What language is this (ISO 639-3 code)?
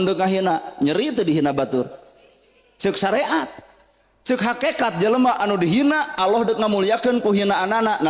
sun